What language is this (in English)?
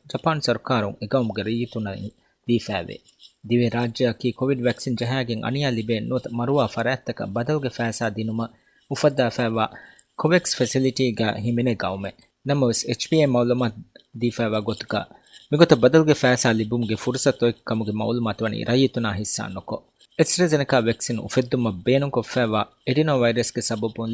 Divehi